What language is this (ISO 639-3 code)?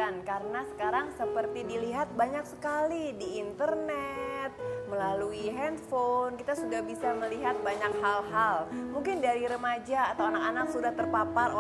ind